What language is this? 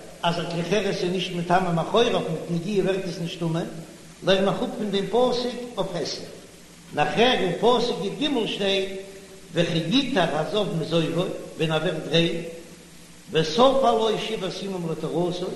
Yiddish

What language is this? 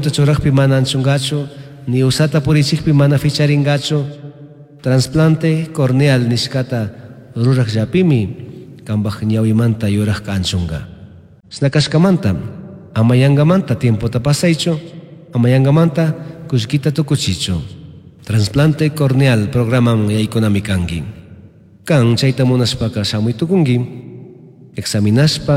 Chimborazo Highland Quichua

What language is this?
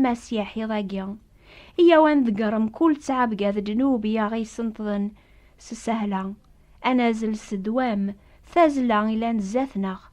Kabyle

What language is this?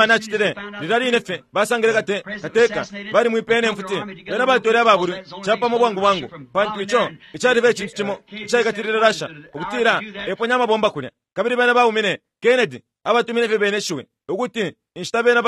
Bemba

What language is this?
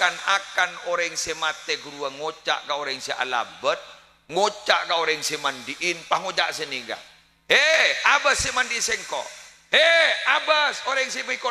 Madurese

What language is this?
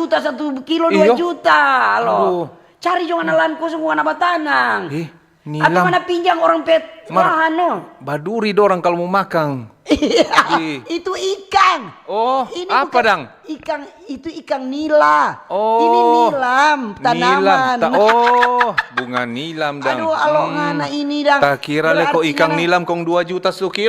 Manado Malay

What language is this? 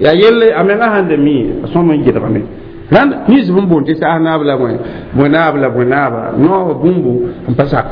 Mossi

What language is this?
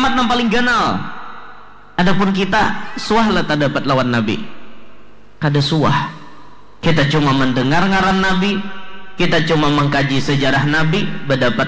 Banjar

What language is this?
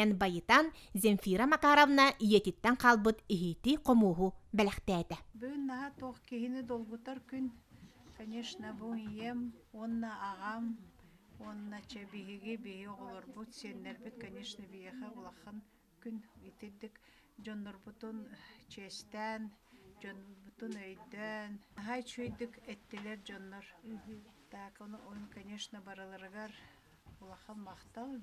Yakut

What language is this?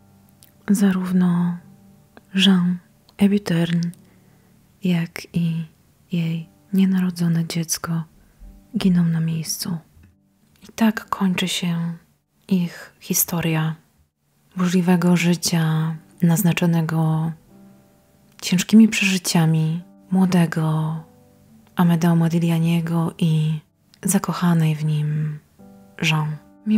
Polish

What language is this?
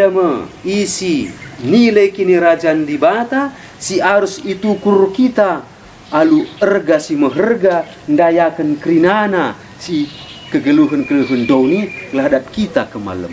Batak Karo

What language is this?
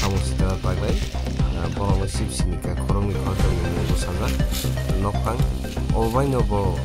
Kok Borok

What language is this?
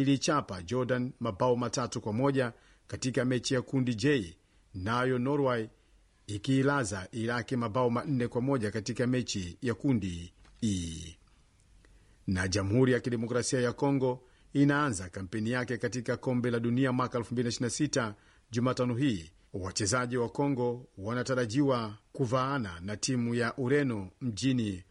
Swahili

